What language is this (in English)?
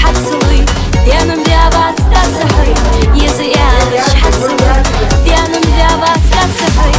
Ingush